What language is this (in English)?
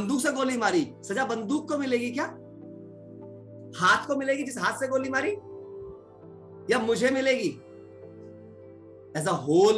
Hindi